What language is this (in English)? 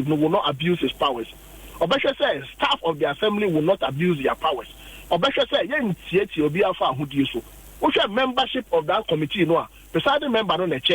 Akan